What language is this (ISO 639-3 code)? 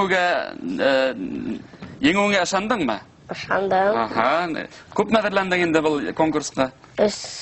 bak